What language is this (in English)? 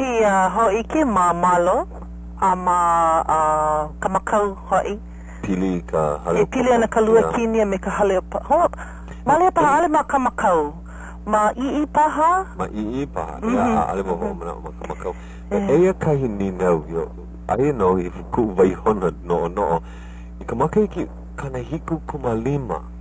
Hawaiian